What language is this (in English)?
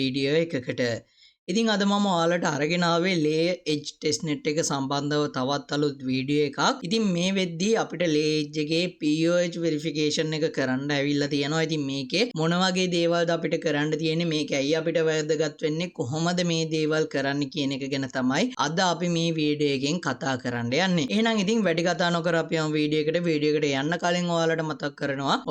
Sinhala